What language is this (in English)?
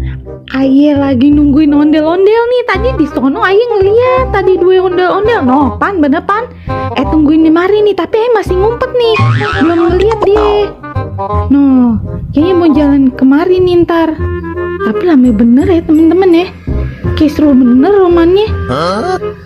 Betawi